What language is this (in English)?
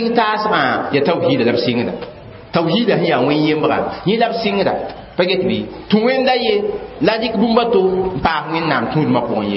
Mossi